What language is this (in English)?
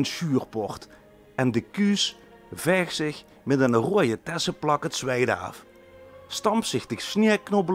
Limburgish